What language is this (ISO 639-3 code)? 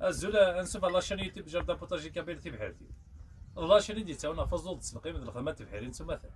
kab